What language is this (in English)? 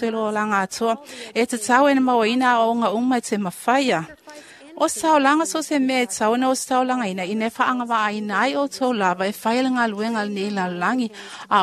Samoan